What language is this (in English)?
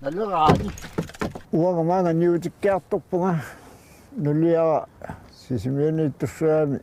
Kalaallisut